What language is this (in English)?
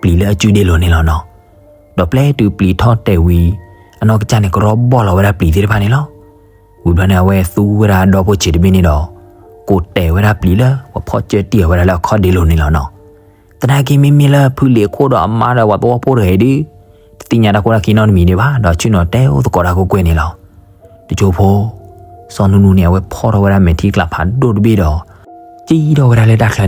S'gaw Karen